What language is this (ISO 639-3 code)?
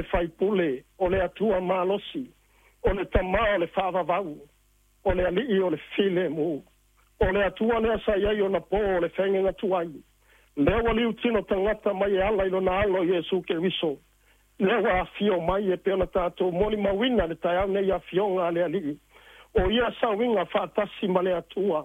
smo